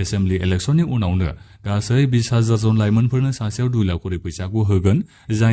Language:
Bodo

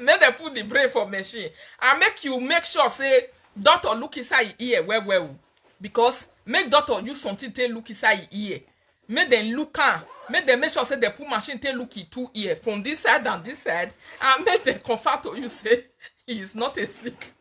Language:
Nigerian Pidgin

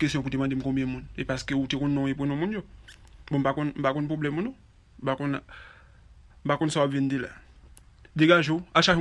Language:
Haitian Creole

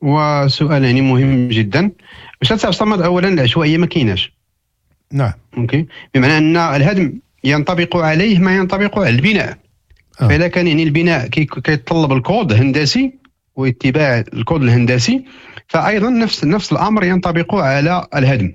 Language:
Moroccan Arabic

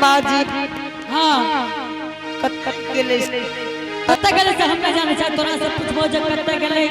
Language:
Angika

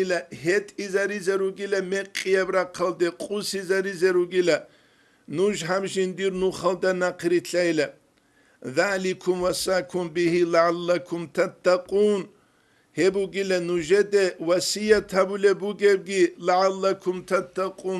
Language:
Avaric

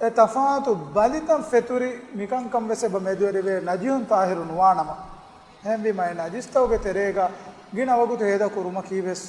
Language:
Divehi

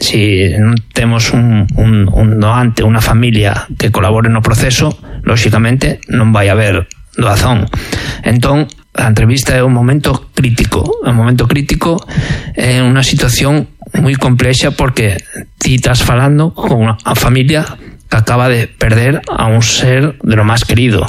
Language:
Galician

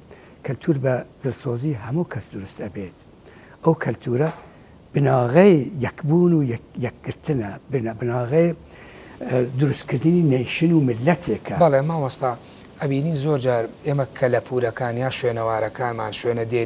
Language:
Central Kurdish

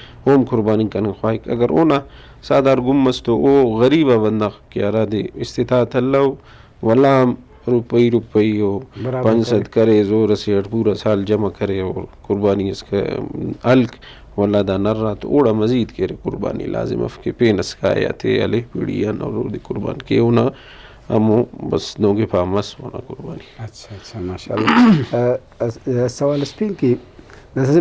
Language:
Brahui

